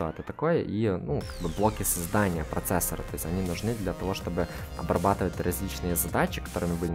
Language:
Russian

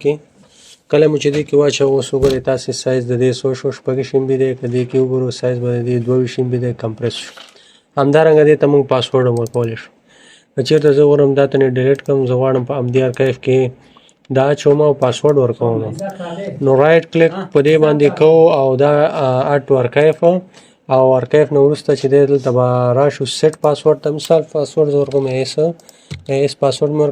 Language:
Pashto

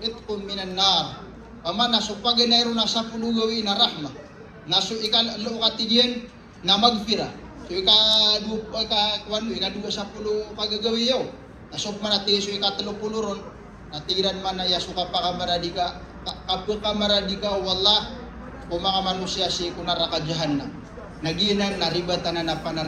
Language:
Maranao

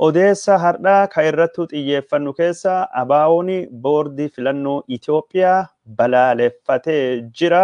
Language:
Oromo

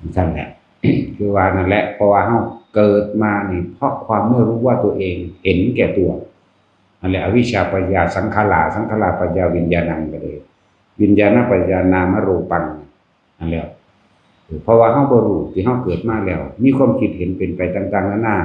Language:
Northeastern Thai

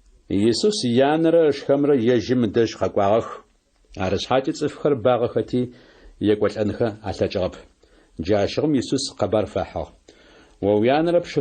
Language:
Adyghe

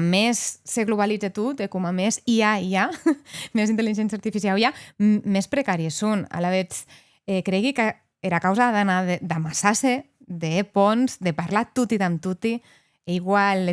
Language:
Occitan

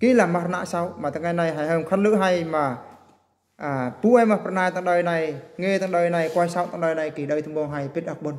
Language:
Eastern Bru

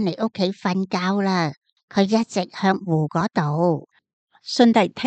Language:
Cantonese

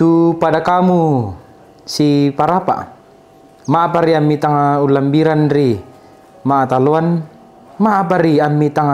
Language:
Toraja-Sa'dan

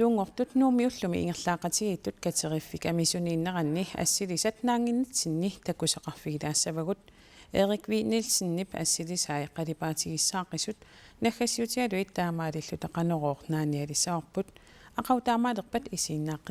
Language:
Kalaallisut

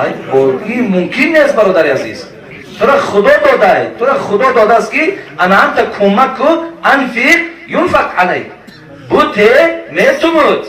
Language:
Tajik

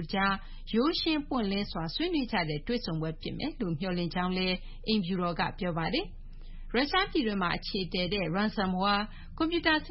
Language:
Burmese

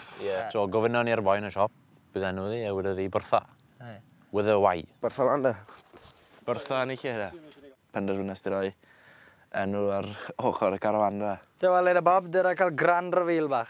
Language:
Welsh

